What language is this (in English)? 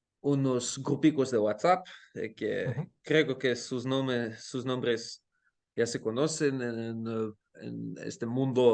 Ladino